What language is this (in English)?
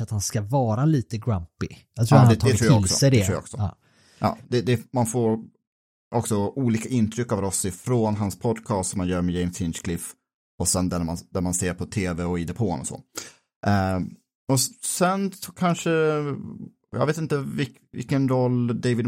Swedish